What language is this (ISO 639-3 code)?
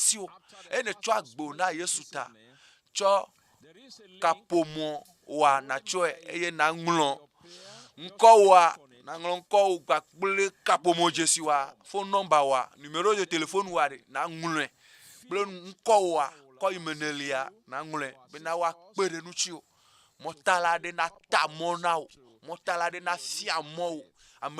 ewe